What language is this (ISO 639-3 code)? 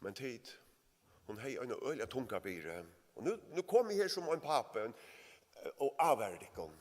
fao